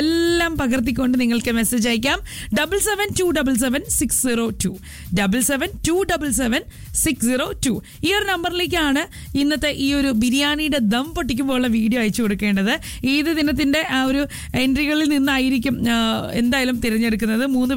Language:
Malayalam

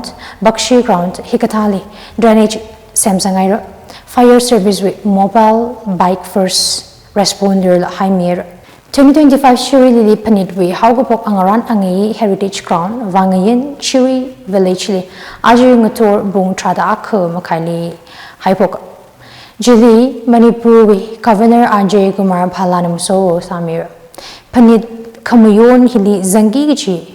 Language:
Tangkhul Naga (India)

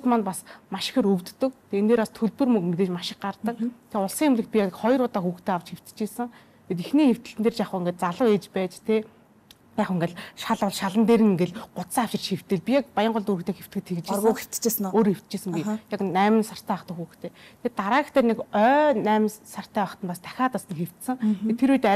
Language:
Mongolian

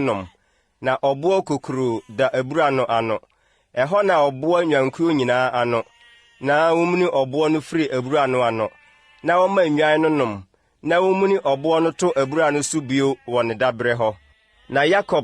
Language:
Akan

